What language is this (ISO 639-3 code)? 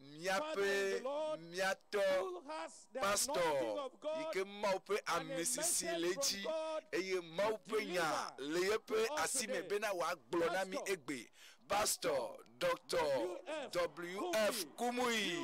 ewe